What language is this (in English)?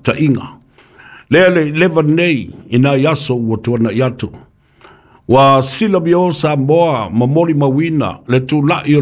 Samoan